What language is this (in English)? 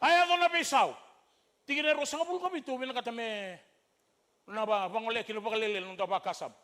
Fijian